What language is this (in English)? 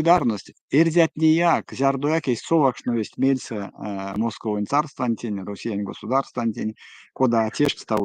Erzya